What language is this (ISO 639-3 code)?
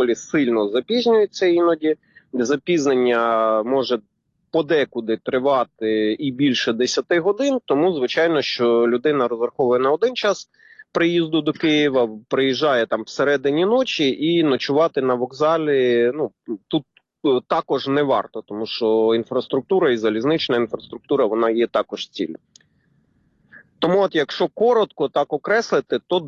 ukr